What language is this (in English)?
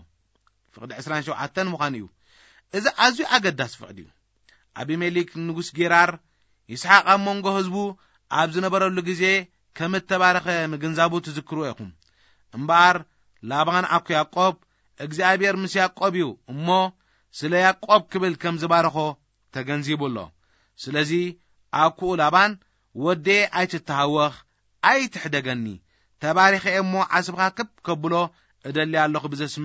Tigrinya